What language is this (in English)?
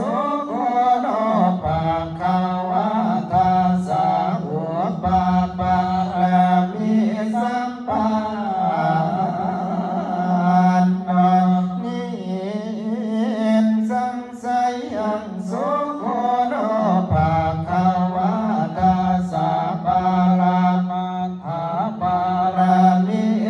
Pali